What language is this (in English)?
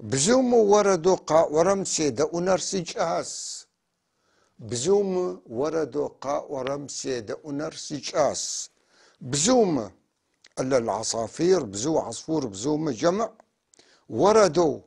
North Levantine Arabic